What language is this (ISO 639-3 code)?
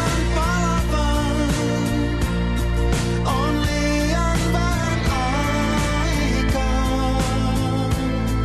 fin